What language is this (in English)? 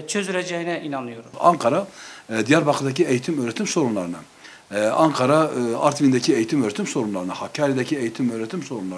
Turkish